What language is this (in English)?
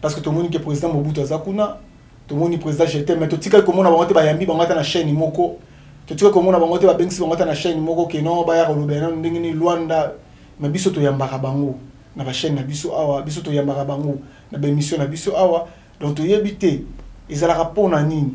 Lingala